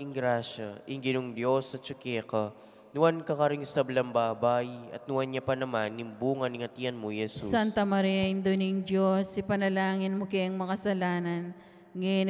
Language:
Pampanga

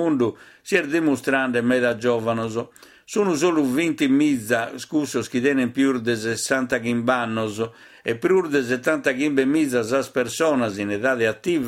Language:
Sardinian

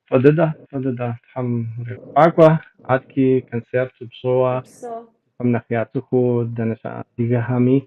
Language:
Kabardian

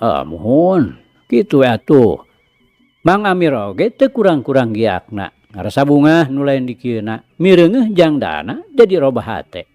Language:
Sundanese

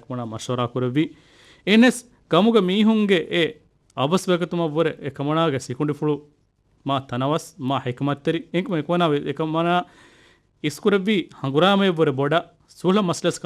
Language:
Divehi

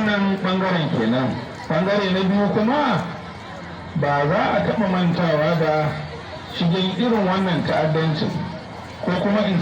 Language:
Hausa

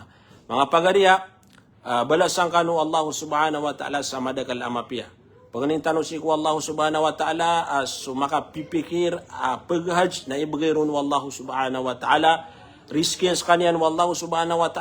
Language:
Maranao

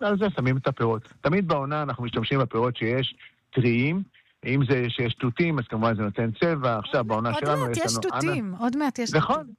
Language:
Hebrew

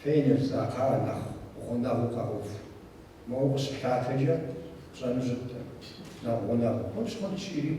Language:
Kabardian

